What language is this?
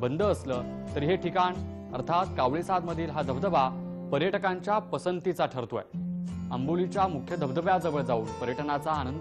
Marathi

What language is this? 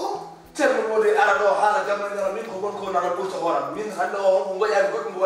Fula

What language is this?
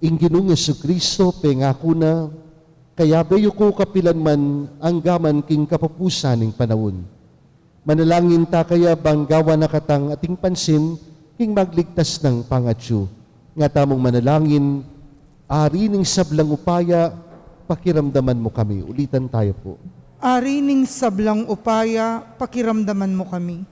Pampanga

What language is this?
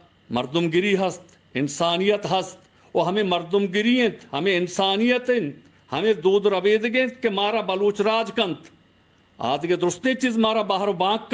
Baluchi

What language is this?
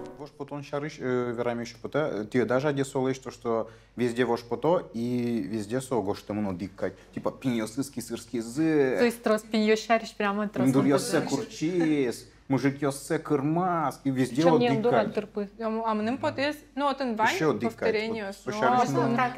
Udmurt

